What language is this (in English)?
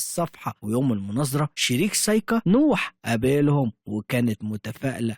Egyptian Arabic